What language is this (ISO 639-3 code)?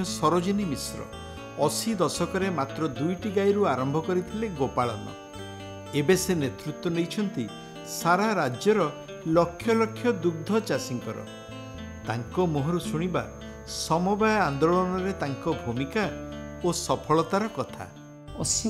ori